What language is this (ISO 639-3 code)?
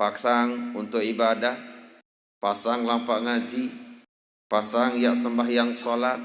sas